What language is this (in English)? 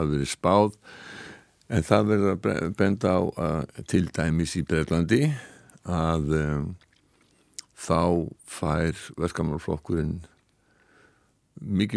Icelandic